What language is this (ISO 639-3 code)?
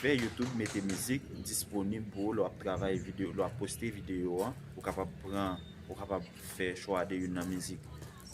hat